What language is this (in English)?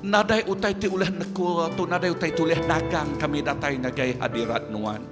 Iban